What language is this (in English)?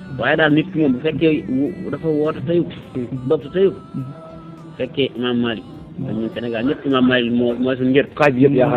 Wolof